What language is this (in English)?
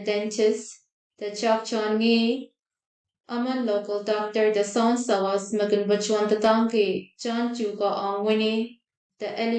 Pohnpeian